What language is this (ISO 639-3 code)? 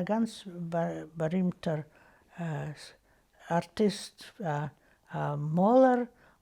yid